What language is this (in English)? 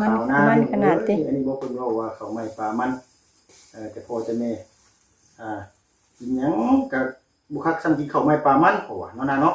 Northeastern Thai